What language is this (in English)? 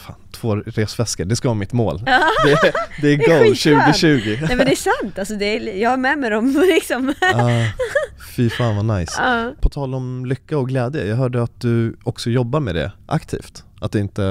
Swedish